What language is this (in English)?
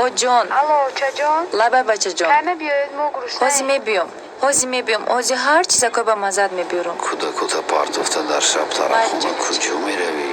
Tajik